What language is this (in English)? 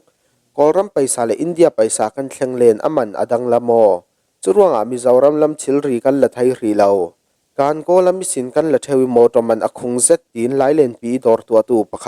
Falam Chin